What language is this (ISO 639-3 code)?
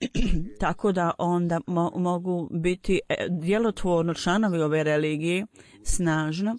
bos